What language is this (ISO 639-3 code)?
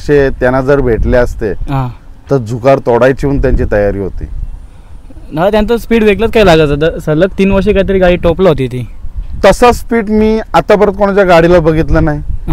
mar